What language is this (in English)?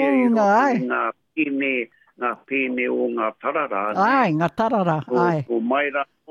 Māori